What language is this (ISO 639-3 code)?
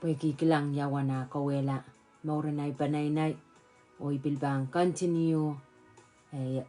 pon